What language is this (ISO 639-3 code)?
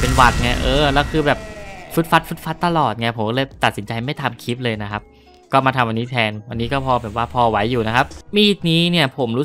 tha